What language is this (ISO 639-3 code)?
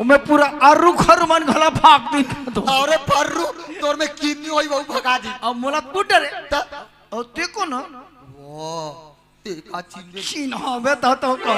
hne